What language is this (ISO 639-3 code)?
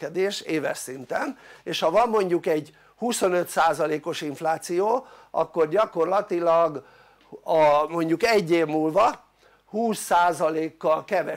hun